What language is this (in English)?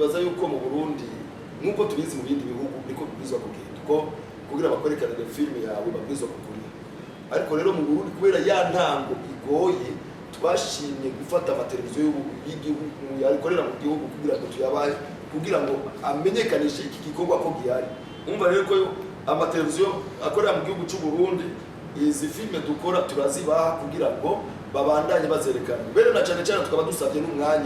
Rundi